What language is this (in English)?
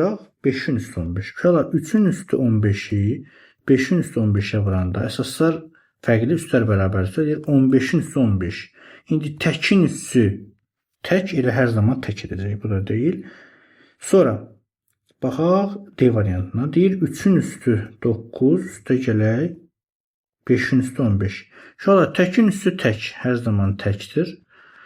Azerbaijani